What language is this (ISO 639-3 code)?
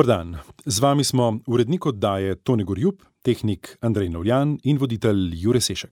slv